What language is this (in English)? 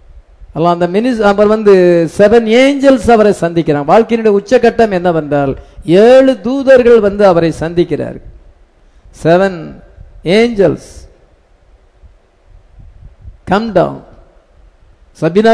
Tamil